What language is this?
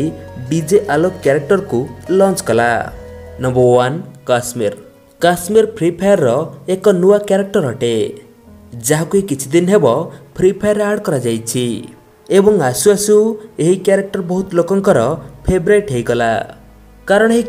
Odia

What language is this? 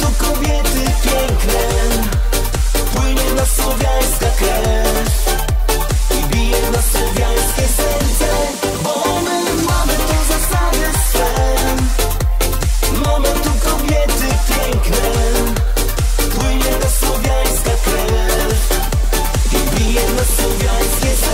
Polish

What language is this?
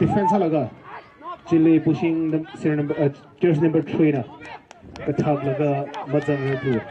Tangkhul Naga (India)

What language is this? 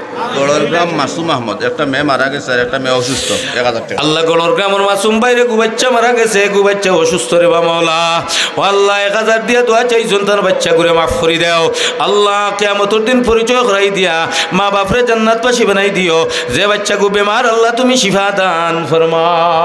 Sylheti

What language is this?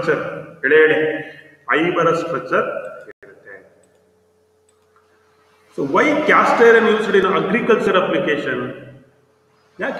Kannada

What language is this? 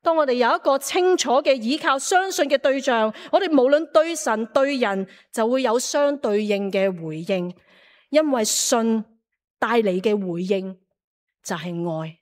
Cantonese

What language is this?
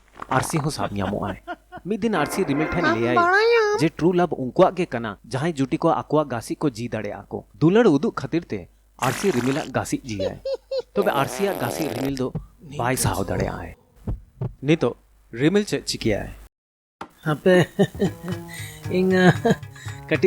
Santali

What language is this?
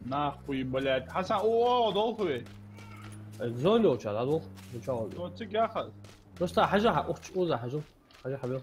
Ingush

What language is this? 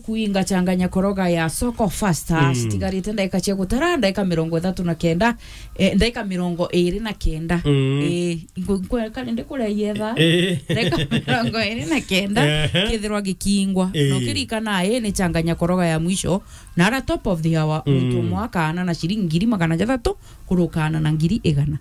Meru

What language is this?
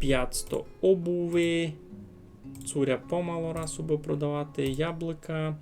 Rusyn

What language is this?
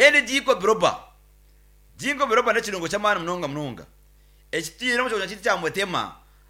Nyankole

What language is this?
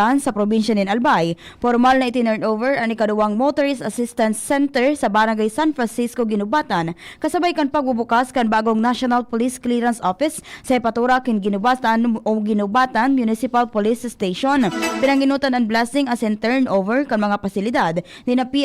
Bikol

